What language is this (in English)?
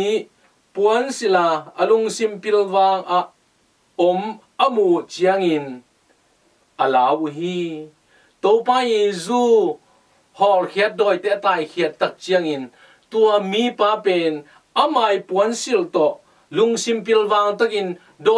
Tedim Chin